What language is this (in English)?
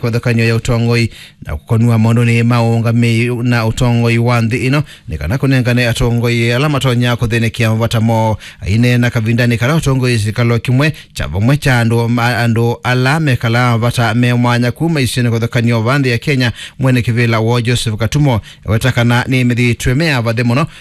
Kamba